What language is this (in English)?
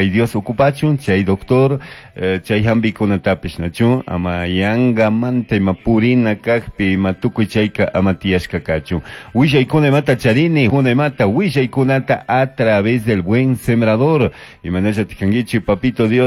Chimborazo Highland Quichua